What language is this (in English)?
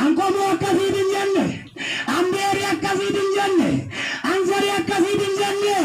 Oromo